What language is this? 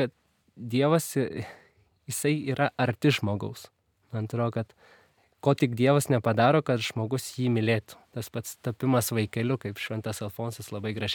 Lithuanian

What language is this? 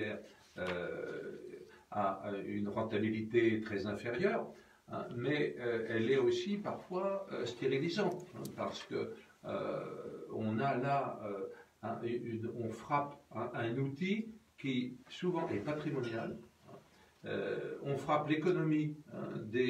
French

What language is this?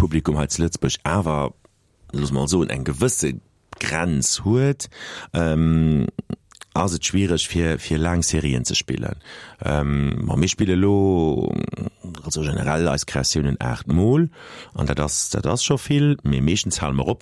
Luxembourgish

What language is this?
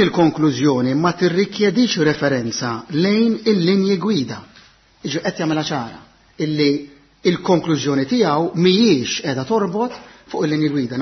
Maltese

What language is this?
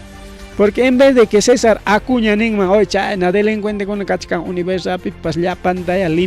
Ayacucho Quechua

